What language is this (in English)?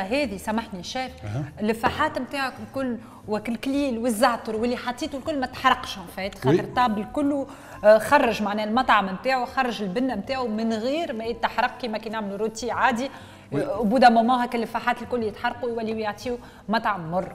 Tunisian Arabic